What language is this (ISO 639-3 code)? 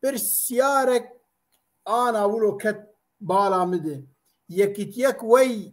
kur